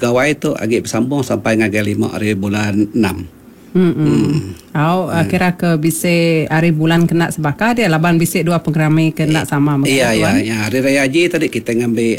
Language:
Iban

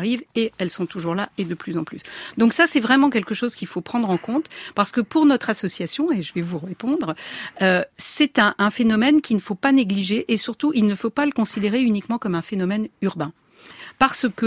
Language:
French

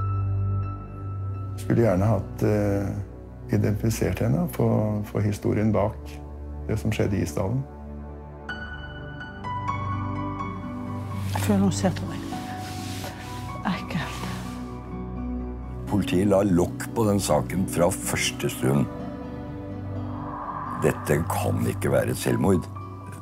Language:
Norwegian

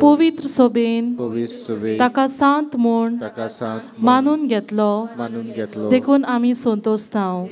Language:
Konkani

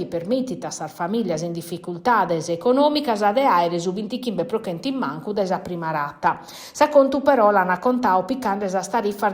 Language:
Sardinian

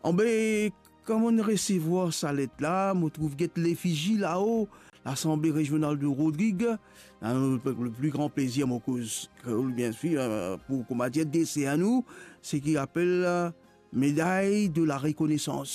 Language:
Morisyen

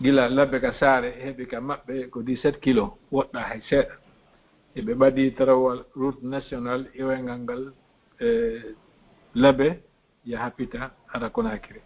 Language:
Fula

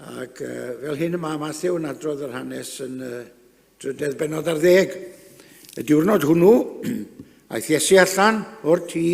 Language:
Welsh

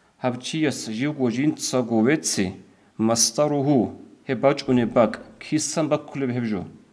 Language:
Avaric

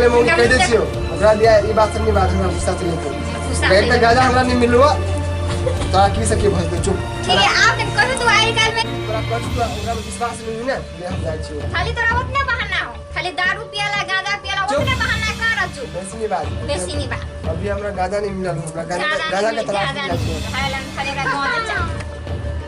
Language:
Maithili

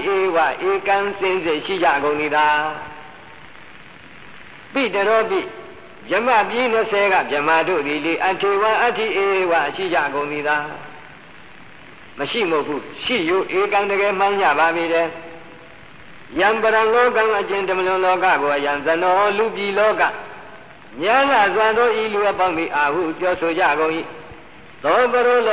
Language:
Burmese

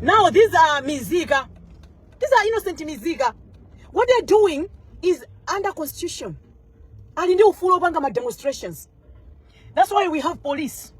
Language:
Nyanja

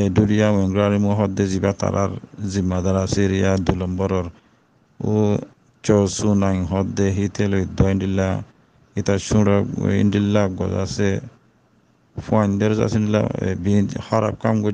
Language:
Rohingya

